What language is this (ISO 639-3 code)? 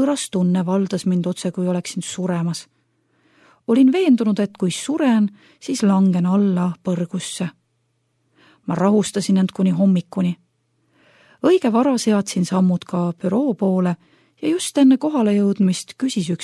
est